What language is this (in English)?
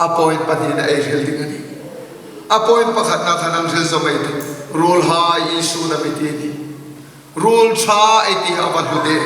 Hmar